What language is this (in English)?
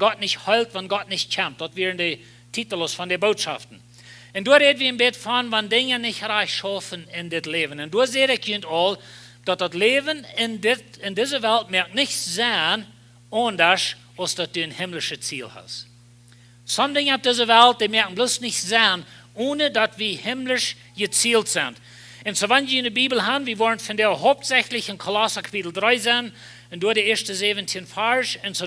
Plautdietsch